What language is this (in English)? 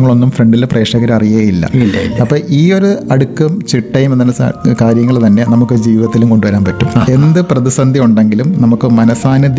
Malayalam